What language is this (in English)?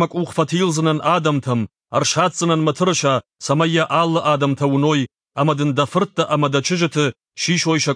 Ossetic